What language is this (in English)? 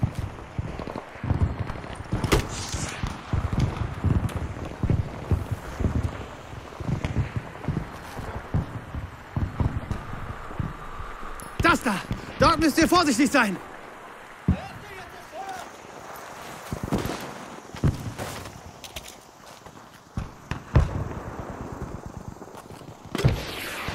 German